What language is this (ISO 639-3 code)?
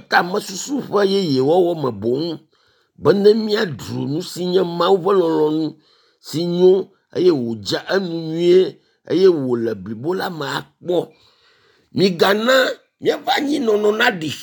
ewe